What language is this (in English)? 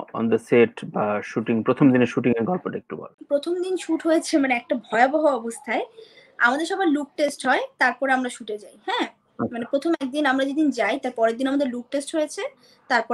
Bangla